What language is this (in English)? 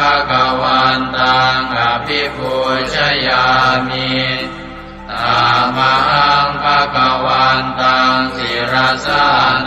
Pali